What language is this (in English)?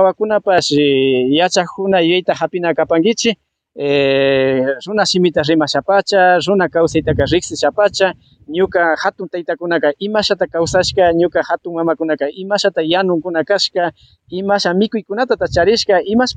Imbabura Highland Quichua